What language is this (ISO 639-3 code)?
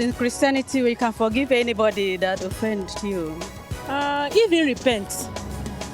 pcm